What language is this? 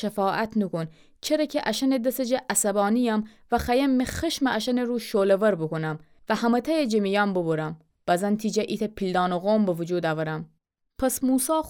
Gilaki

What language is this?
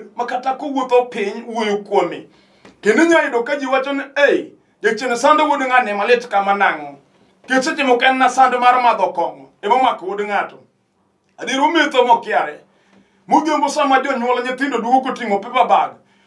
Luo (Kenya and Tanzania)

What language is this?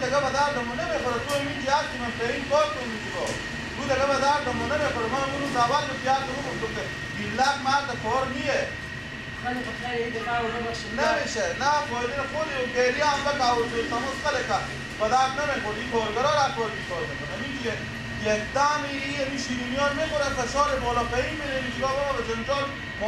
Persian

